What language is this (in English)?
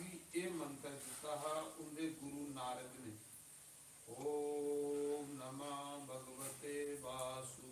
Dogri